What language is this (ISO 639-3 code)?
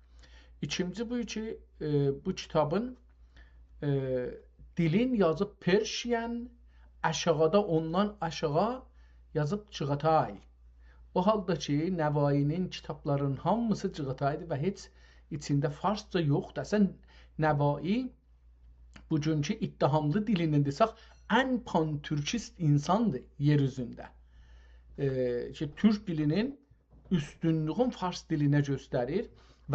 azb